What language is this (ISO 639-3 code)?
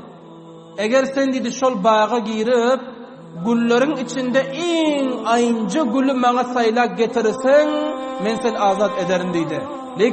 tuk